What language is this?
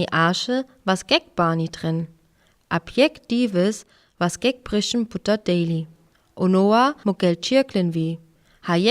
Sinte Romani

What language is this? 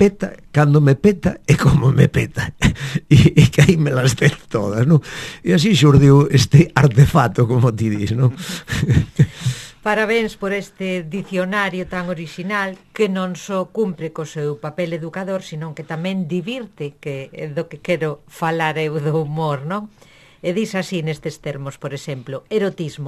Galician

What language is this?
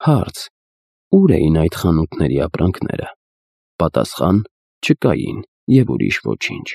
Armenian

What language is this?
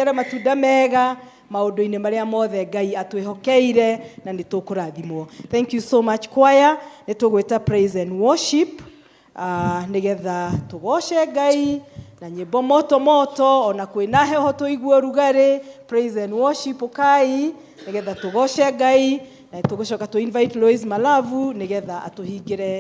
Kikuyu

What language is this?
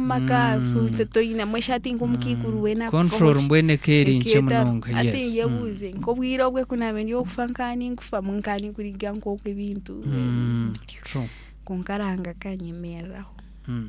Nyankole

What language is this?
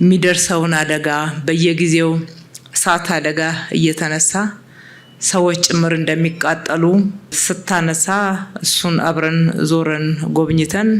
Amharic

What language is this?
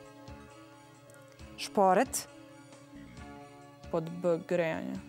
Serbian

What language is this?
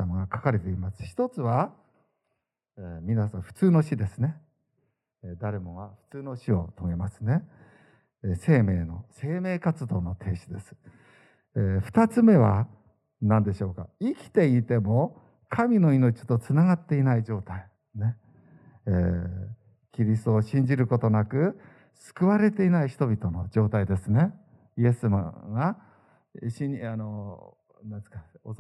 Japanese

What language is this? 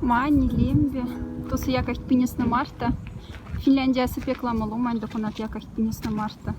Moksha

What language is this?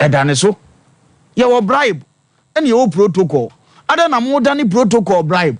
Akan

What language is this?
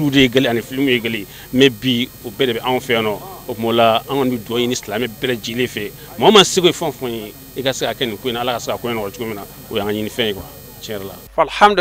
Bambara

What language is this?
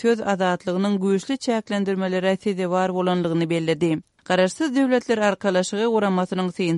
Kyrgyz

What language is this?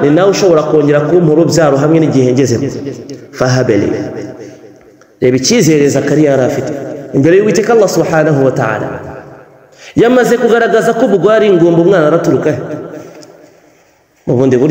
Kinyarwanda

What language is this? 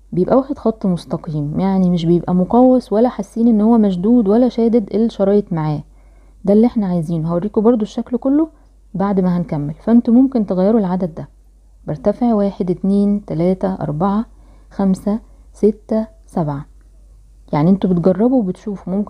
Egyptian Arabic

